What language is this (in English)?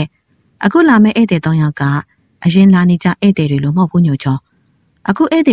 Burmese